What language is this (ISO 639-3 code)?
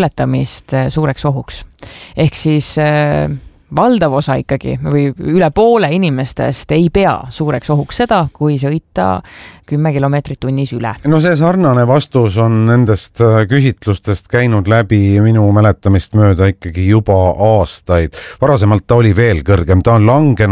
est